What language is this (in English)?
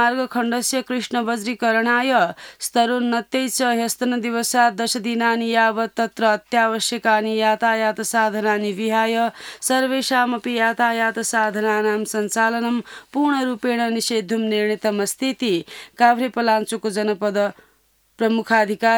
Sanskrit